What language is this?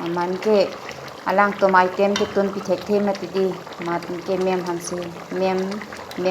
Karbi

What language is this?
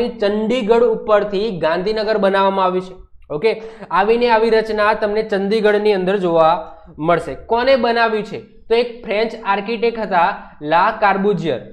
Gujarati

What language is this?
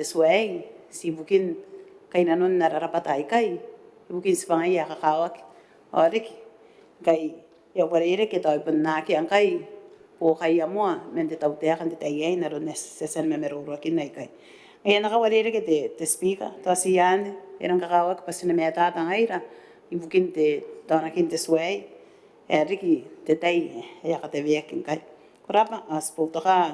Gilbertese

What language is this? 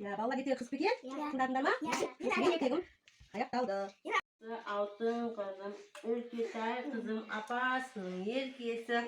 Kazakh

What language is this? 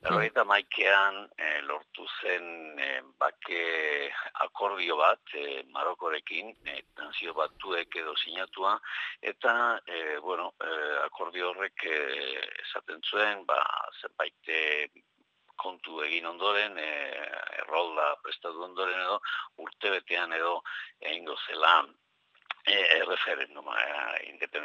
Basque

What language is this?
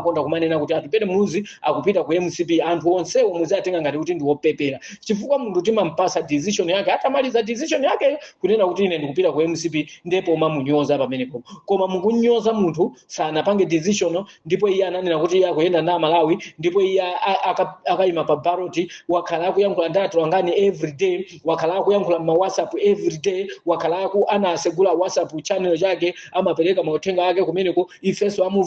Nyanja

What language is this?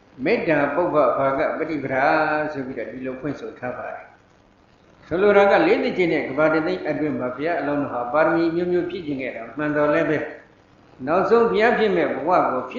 Burmese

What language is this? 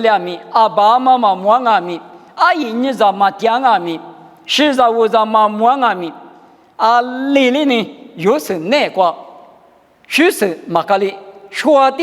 Lisu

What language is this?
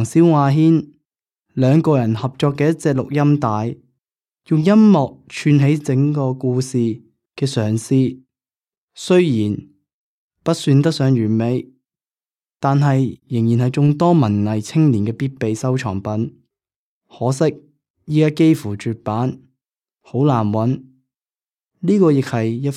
Cantonese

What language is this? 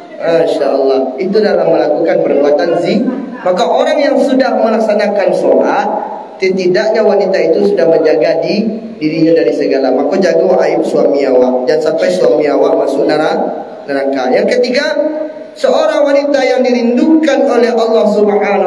Minangkabau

